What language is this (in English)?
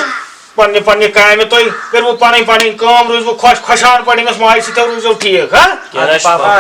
Kashmiri